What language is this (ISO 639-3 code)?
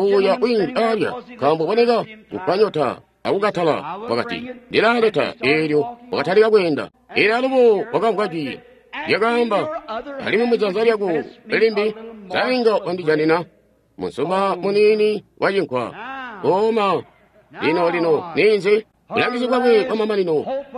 toi